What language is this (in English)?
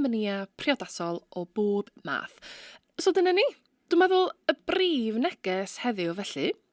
Welsh